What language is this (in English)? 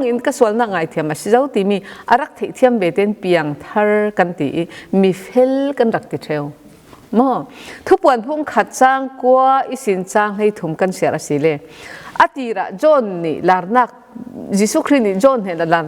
Falam Chin